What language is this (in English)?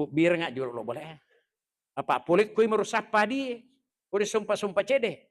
Buginese